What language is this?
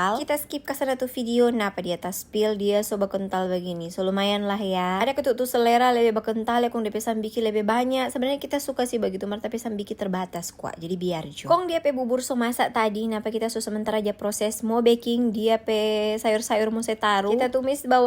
Manado Malay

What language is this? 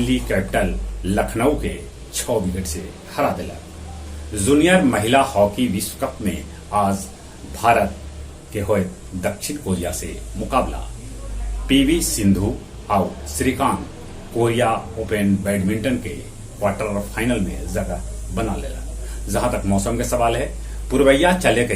Magahi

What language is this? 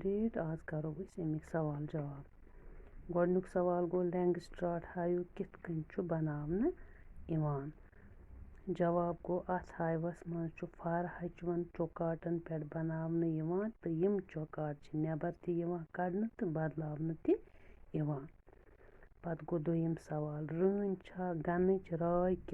Kashmiri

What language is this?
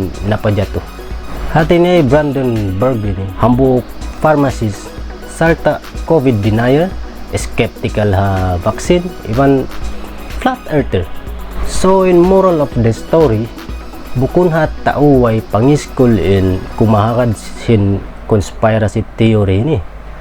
Tausug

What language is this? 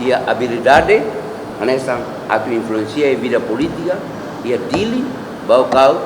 Tetum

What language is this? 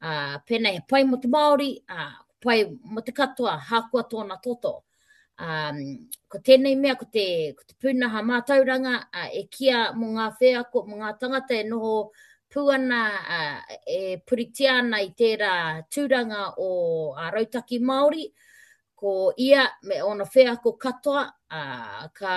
Māori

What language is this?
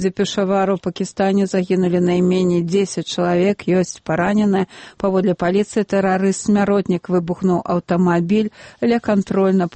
Belarusian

